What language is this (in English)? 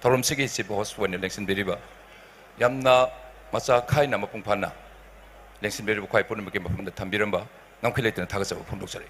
Tangkhul Naga (India)